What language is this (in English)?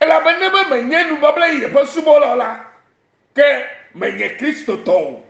Ewe